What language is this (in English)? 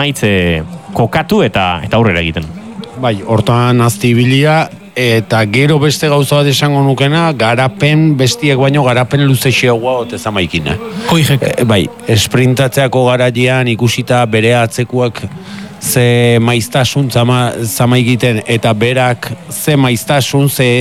Basque